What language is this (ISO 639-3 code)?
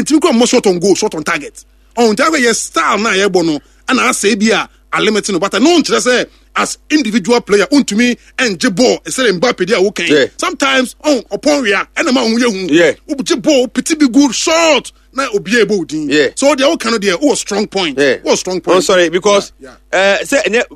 aka